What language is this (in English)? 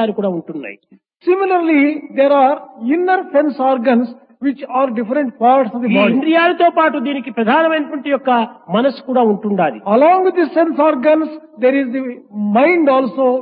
Telugu